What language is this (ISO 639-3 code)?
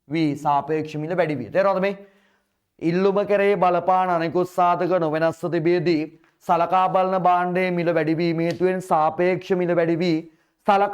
sin